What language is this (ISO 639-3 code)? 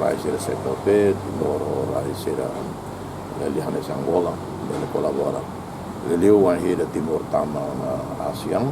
tet